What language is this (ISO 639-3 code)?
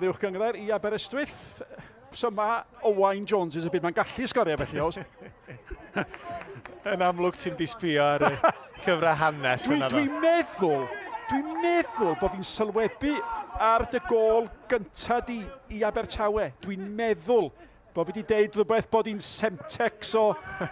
cym